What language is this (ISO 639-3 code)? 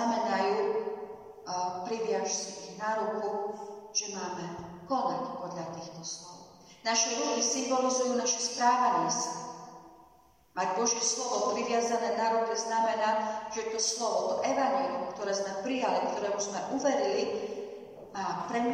slk